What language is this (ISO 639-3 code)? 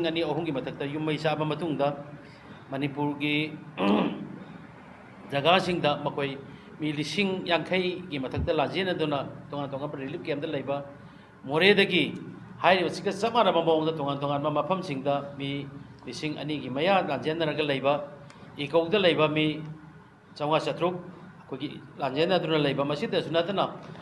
mni